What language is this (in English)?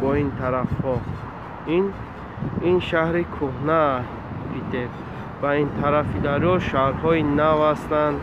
Tajik